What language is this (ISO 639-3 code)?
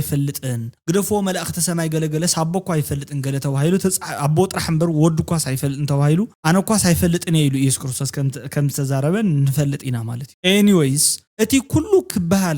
tir